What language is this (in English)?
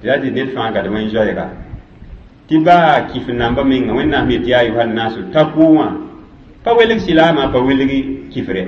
Mossi